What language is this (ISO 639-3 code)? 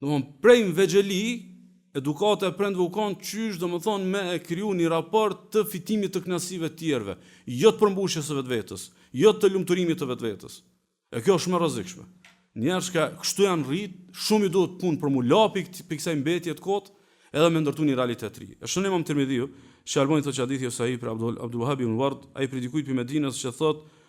sqi